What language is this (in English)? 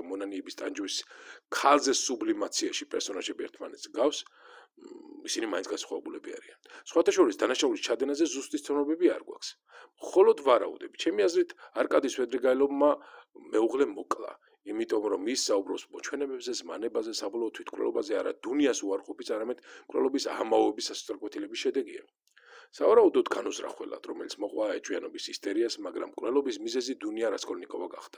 Georgian